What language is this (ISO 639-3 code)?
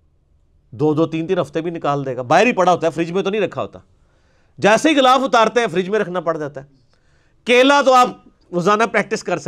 urd